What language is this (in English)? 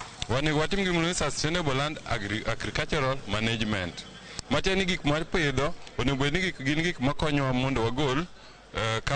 Luo (Kenya and Tanzania)